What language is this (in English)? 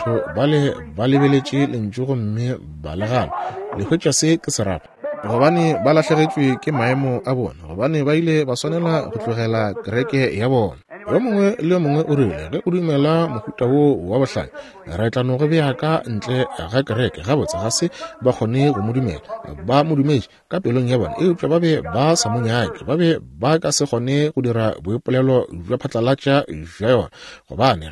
Northern Sotho